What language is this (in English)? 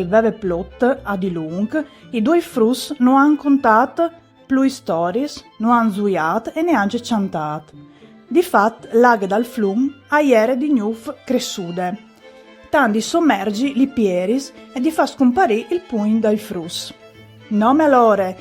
Friulian